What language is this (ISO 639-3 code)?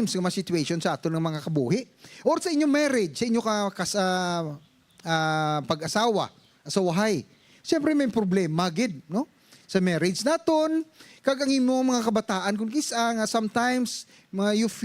hil